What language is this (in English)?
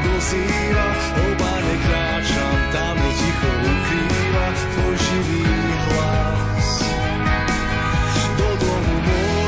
Slovak